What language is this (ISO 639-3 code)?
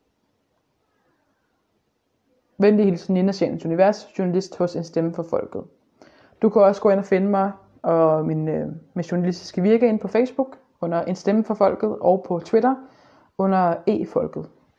dan